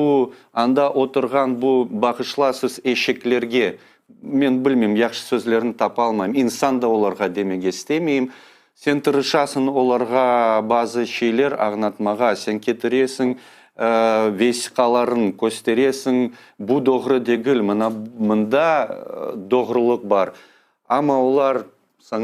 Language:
Crimean Tatar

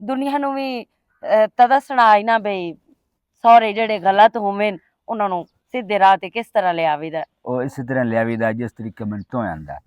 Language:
Western Panjabi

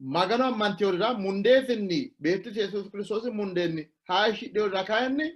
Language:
Sidamo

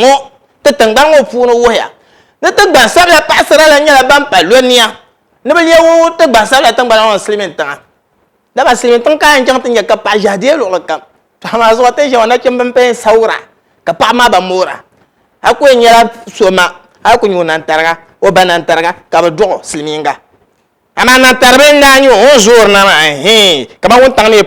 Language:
Dagbani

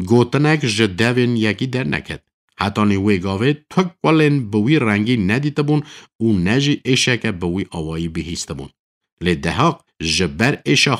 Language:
Kurdish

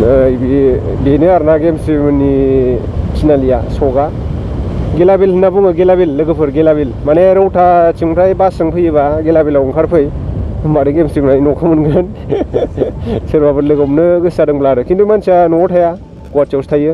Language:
Bodo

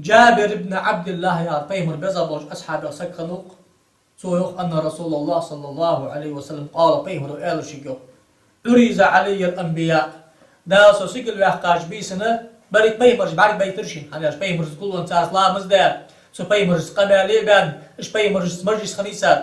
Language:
Ingush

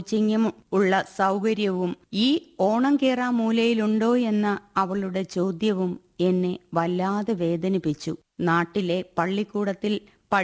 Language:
Malayalam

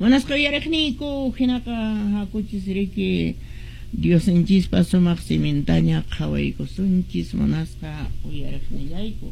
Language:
Quechua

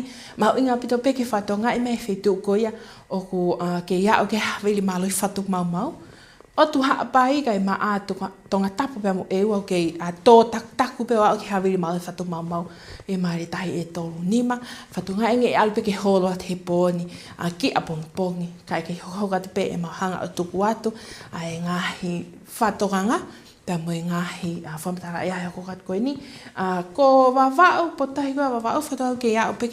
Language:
Tongan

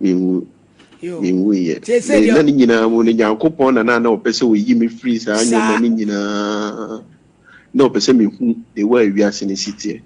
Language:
Akan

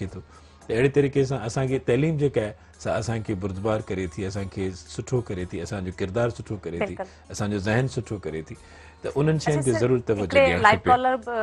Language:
Sindhi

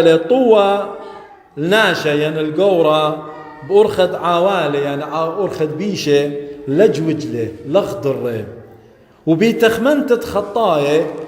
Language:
Assyrian Neo-Aramaic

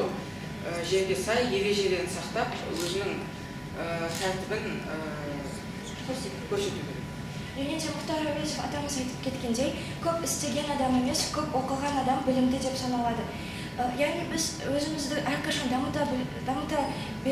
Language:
Kazakh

